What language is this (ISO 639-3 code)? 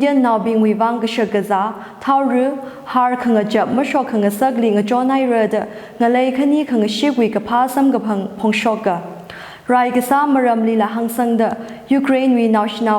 nmf